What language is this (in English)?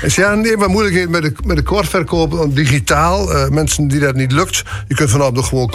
Dutch